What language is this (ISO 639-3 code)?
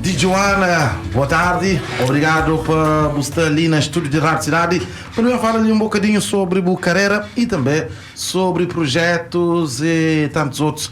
kea